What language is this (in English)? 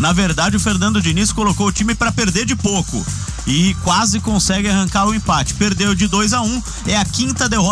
Portuguese